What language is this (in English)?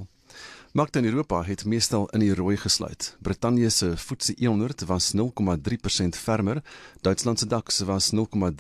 Afrikaans